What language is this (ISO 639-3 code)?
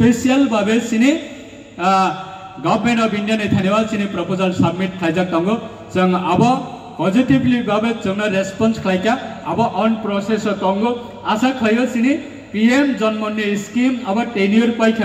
ria